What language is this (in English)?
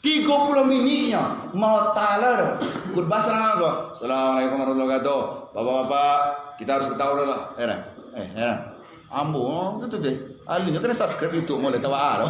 Minangkabau